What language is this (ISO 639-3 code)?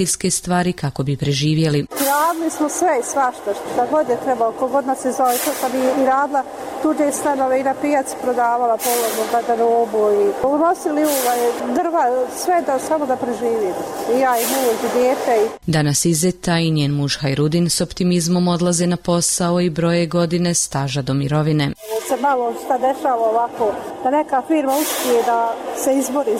bos